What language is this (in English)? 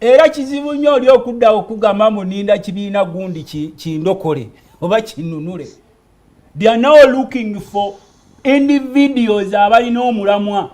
Ganda